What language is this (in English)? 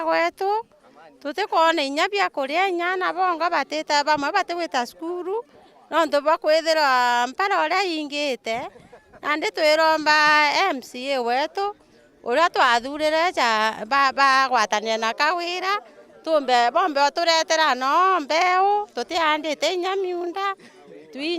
Meru